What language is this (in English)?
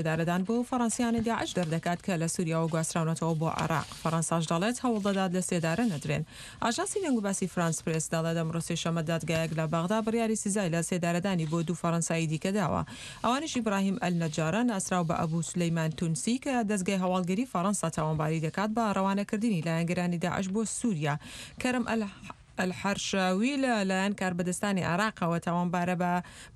Central Kurdish